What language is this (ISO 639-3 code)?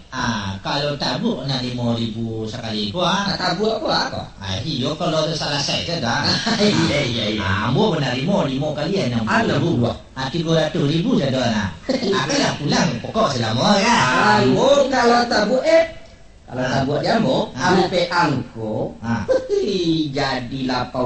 min